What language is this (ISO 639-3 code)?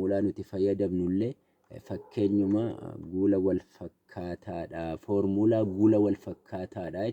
orm